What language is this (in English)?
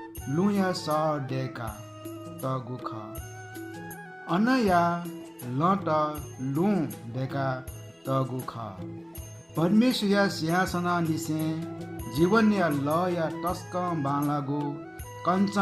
Newari